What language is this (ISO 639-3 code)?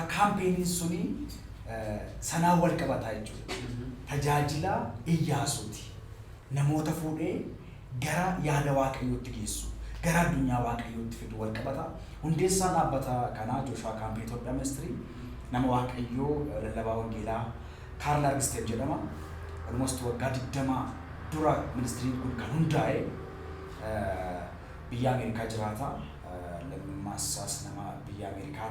orm